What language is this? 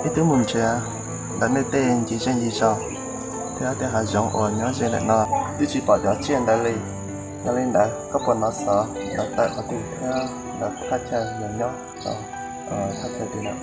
Hmong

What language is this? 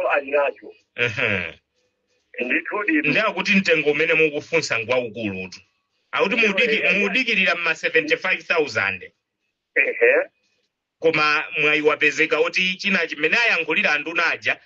Nyanja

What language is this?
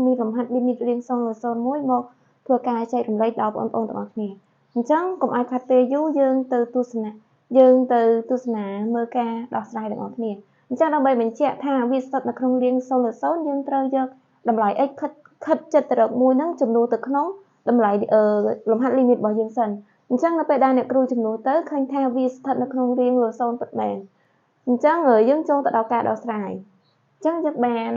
Khmer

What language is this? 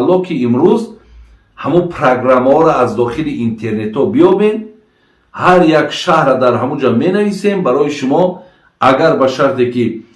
Tajik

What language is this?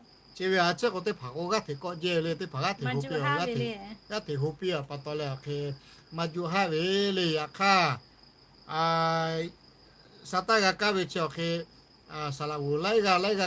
Lahu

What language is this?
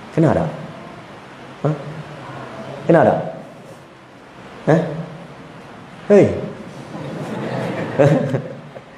Malay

